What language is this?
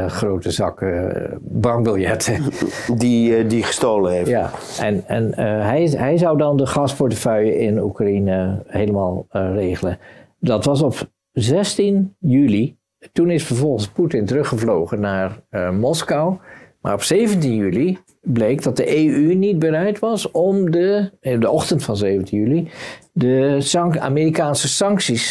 Dutch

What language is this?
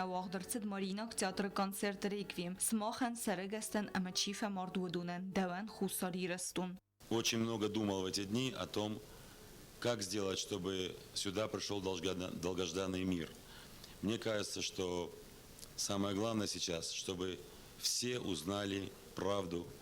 Ossetic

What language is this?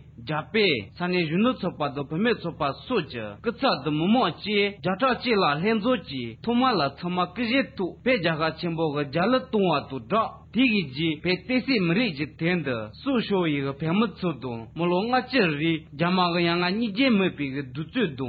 Tibetan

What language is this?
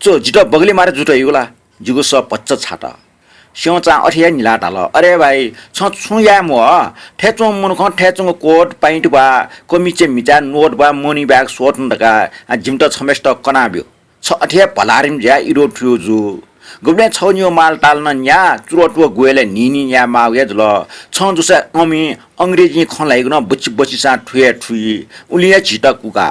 Newari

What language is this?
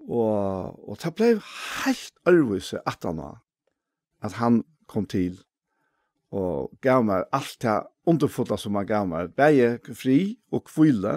Faroese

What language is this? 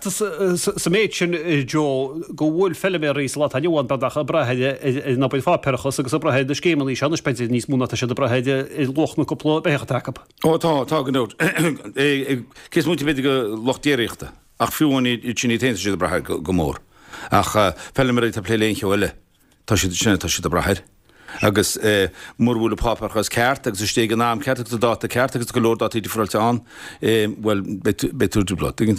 Irish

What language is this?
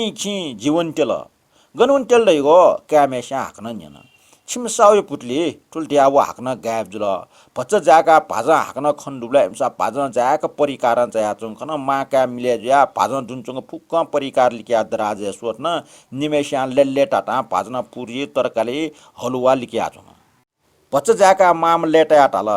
Newari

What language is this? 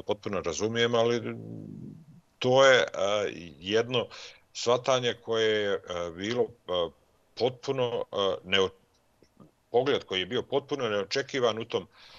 Bosnian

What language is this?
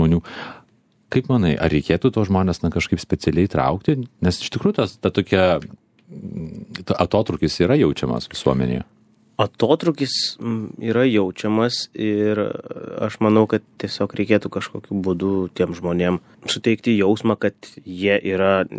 Lithuanian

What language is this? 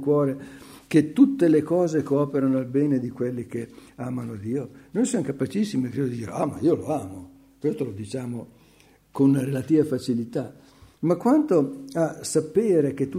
Italian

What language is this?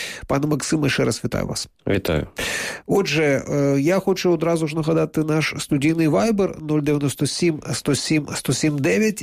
Ukrainian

